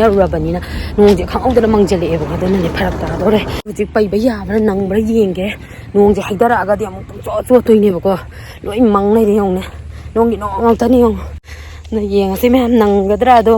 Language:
Manipuri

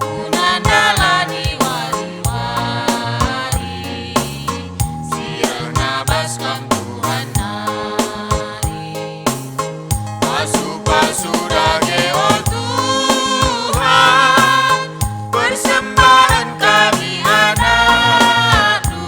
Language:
Batak Karo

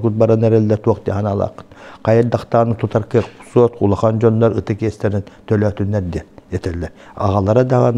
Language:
Yakut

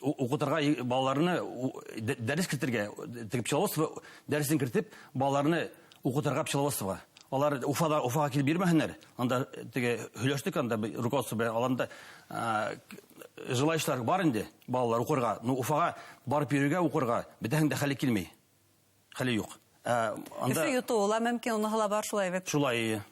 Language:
Bashkir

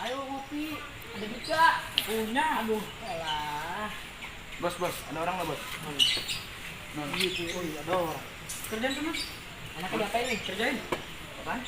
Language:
Betawi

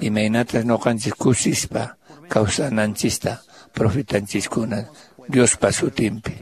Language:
Quechua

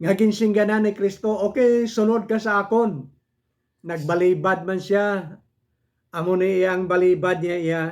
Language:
Hiligaynon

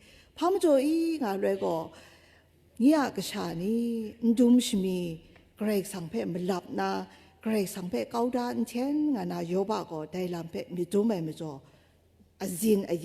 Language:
Kachin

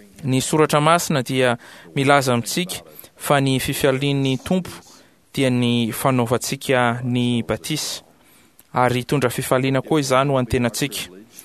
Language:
Malagasy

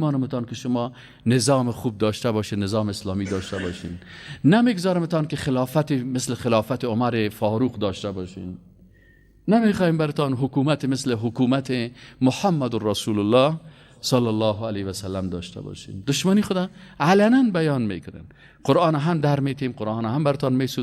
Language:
Persian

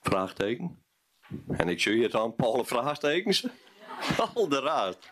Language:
Western Frisian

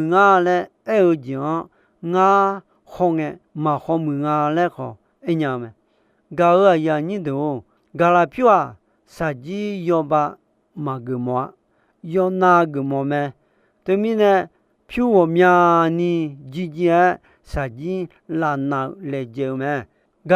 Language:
Akha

